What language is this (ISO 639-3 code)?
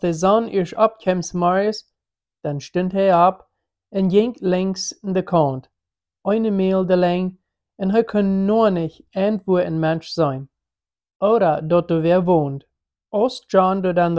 pdt